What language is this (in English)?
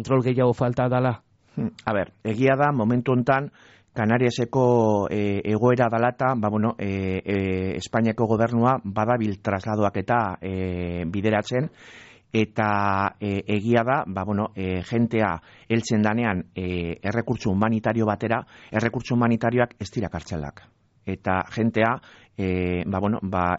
Basque